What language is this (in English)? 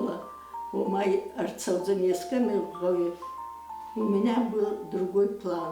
Ossetic